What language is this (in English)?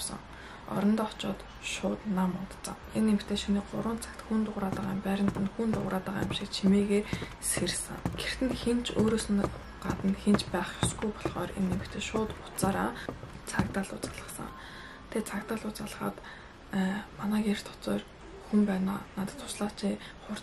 Mongolian